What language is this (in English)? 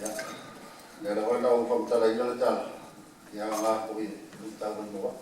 Samoan